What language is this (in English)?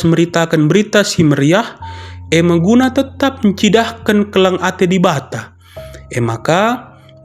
Batak Karo